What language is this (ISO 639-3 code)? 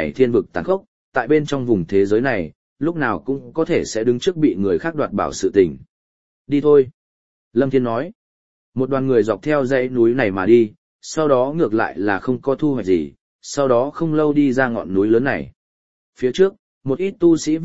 vie